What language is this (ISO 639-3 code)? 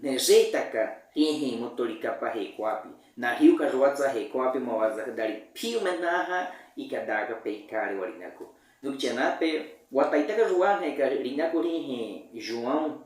bwi